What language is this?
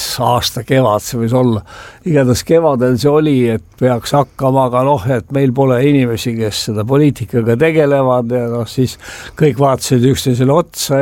Estonian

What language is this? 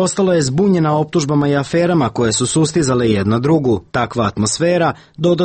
Serbian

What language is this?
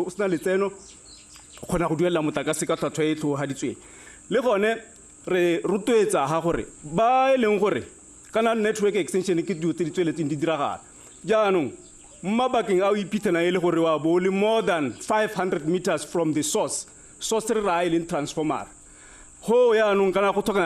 Tswana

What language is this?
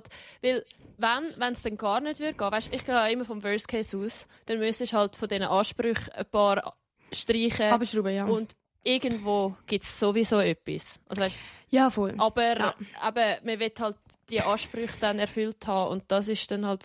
Swiss German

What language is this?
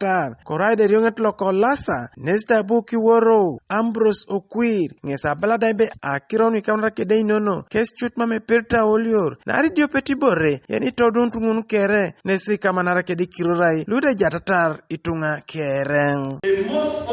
Teso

